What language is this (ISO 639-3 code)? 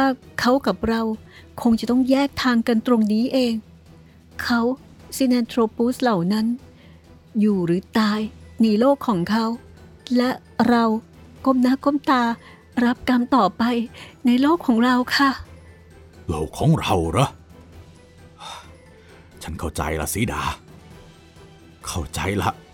tha